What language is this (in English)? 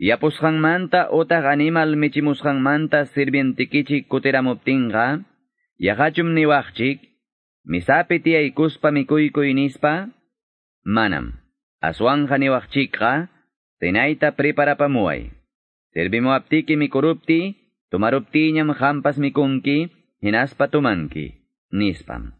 Ayacucho Quechua